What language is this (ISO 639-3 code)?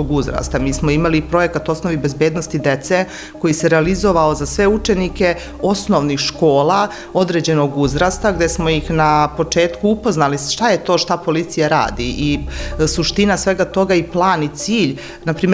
srp